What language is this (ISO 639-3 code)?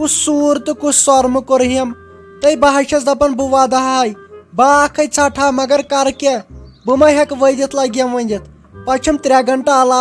kas